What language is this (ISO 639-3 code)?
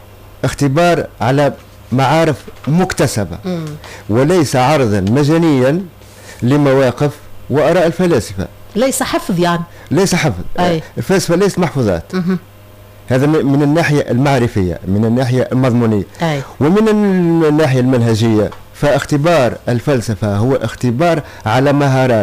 aeb